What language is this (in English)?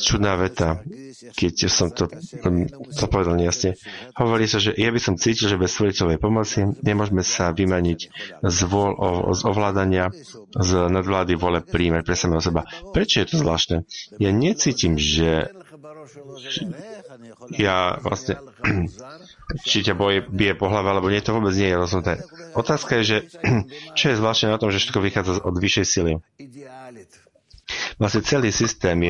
Slovak